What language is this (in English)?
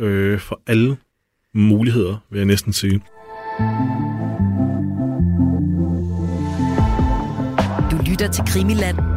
Danish